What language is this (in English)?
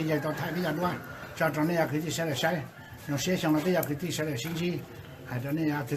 Hmong